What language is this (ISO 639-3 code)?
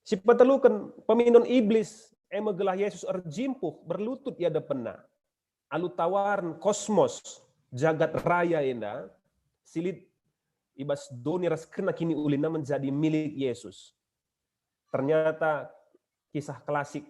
btx